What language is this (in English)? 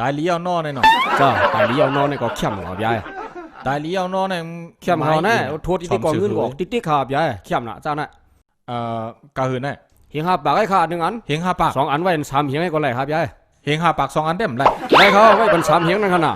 Shan